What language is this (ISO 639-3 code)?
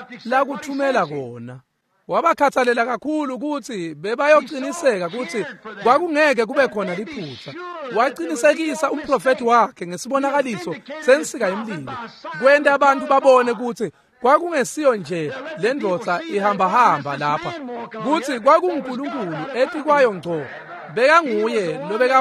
ssw